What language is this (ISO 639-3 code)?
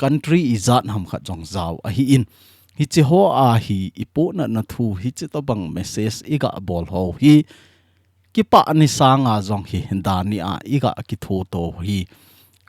tcz